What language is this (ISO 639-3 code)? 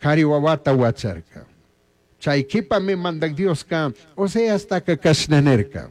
qug